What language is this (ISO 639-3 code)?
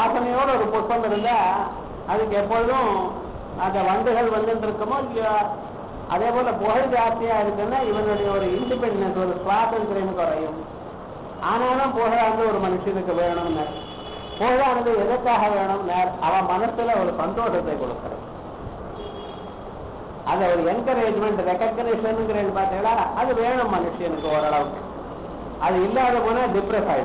tam